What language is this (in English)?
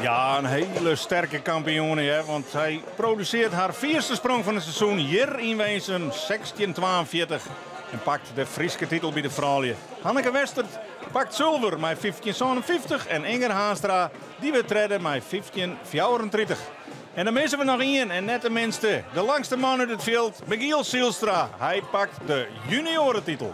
Western Frisian